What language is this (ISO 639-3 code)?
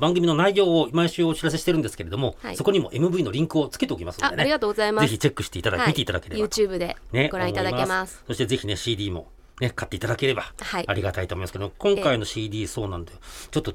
jpn